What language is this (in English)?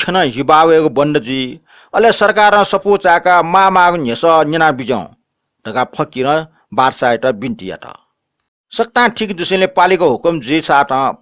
Newari